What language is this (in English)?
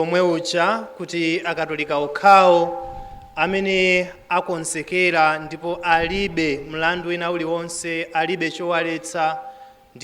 Nyanja